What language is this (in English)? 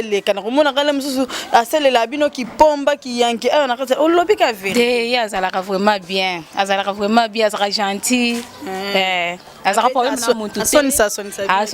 Lingala